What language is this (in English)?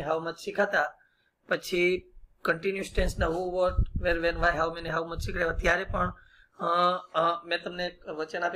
Gujarati